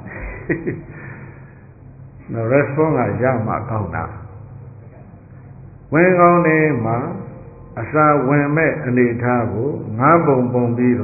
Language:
Burmese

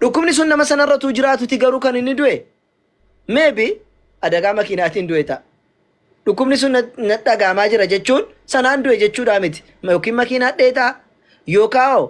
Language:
Oromo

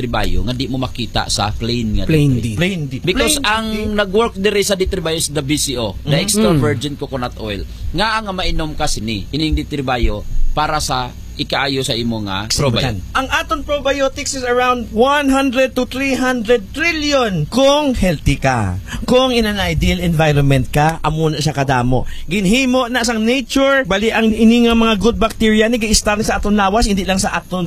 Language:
Hiligaynon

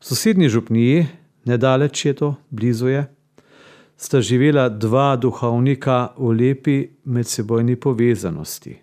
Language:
Slovenian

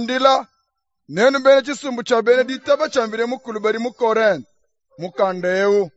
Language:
Luba-Lulua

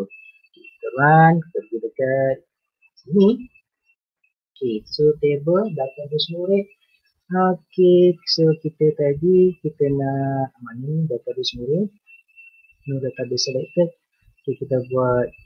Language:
Malay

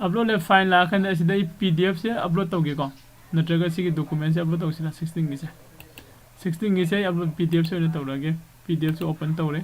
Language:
Manipuri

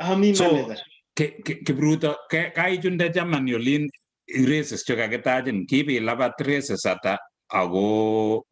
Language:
Kalenjin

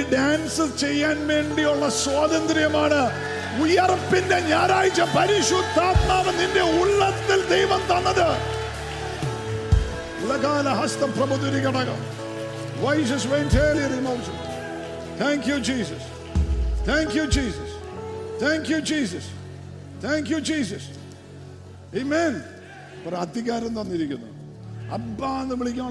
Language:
Malayalam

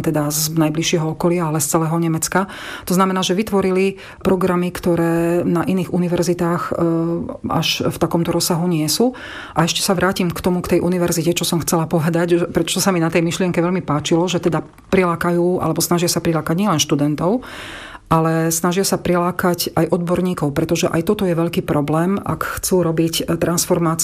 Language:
Slovak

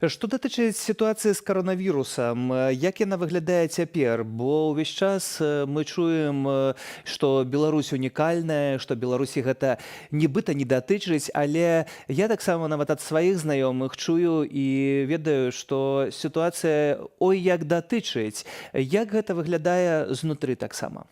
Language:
Belarusian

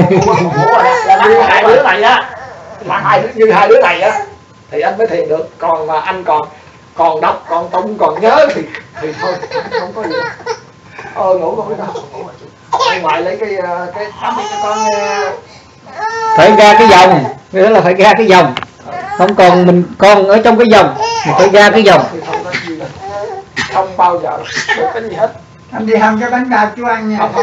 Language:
Vietnamese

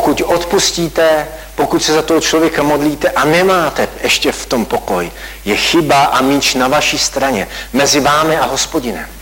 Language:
Czech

